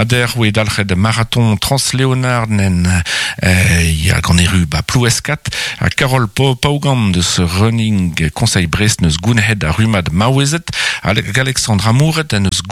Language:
Breton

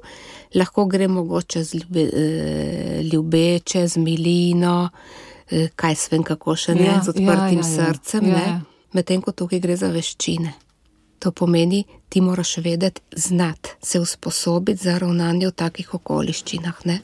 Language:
Slovenian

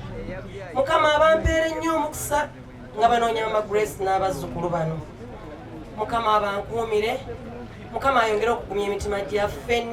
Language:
Ganda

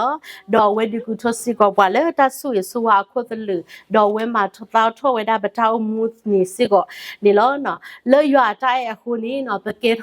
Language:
S'gaw Karen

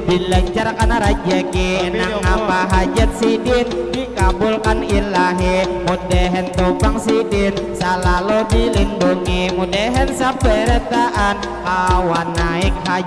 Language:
Banjar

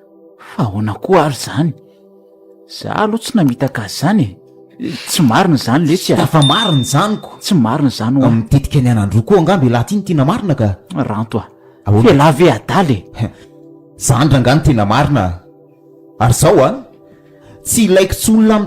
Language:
Malagasy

